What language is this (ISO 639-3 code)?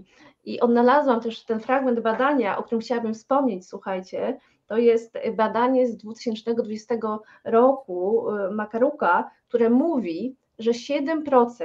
pol